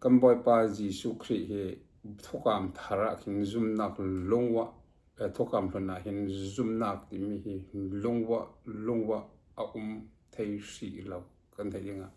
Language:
Falam Chin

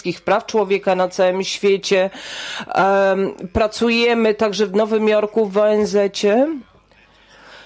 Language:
Polish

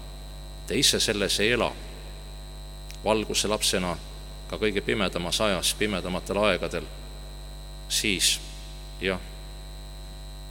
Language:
Estonian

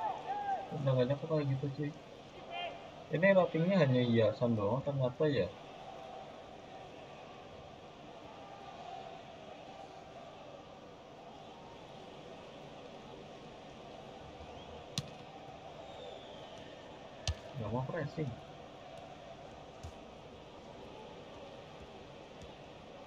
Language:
Indonesian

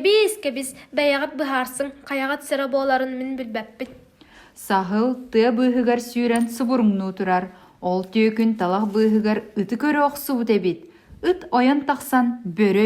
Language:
Yakut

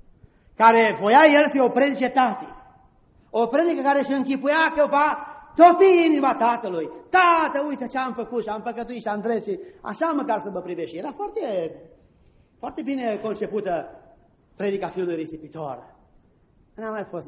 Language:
Romanian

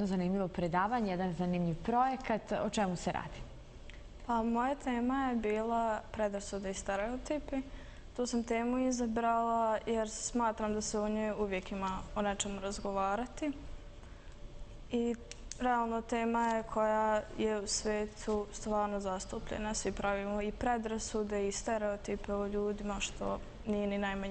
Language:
Bosnian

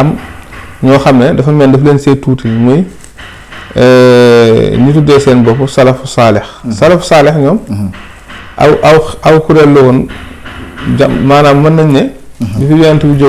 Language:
Wolof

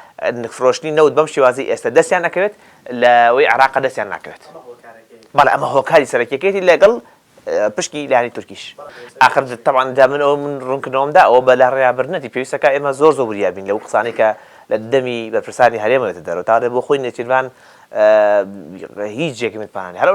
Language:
Central Kurdish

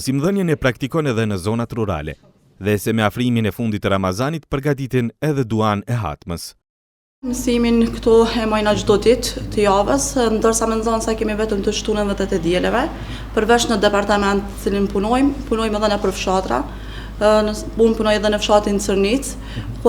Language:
Albanian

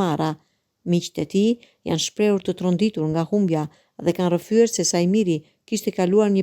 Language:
Albanian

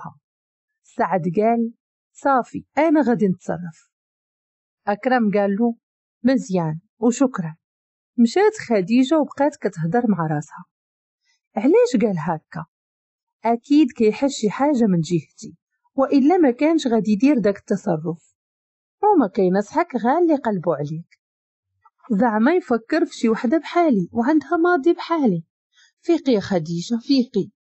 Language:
Moroccan Arabic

